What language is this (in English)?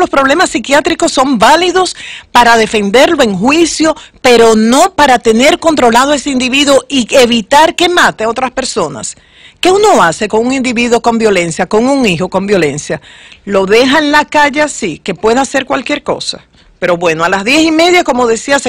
Spanish